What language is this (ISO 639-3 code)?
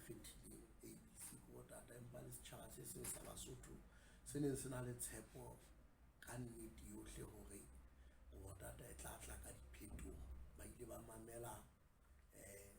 sot